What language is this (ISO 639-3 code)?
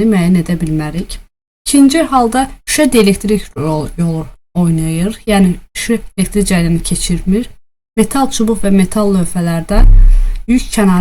aze